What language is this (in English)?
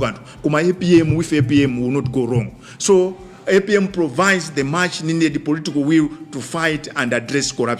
Nyanja